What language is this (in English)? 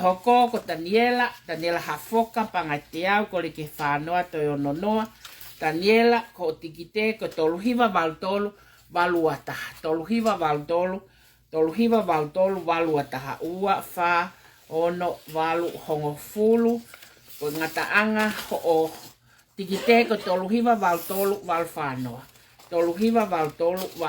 Tongan